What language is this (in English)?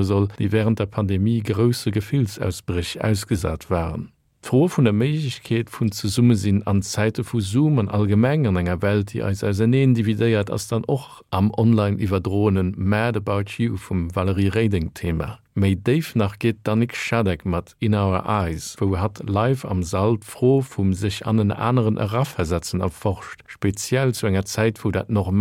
Luxembourgish